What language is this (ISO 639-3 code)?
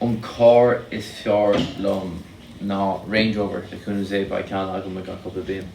gle